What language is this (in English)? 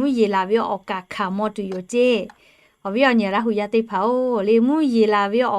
Lahu